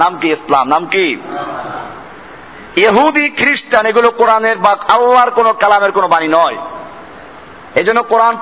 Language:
Bangla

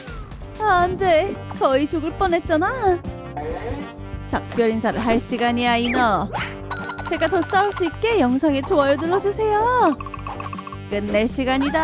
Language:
Korean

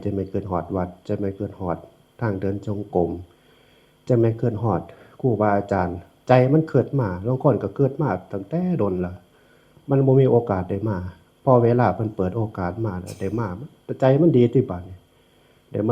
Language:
Northeastern Thai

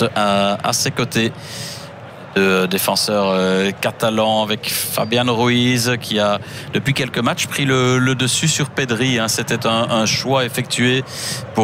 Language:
French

